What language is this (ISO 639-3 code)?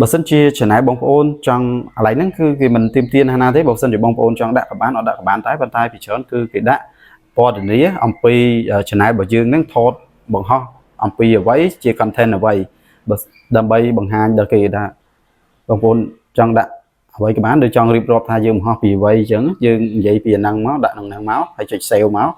khm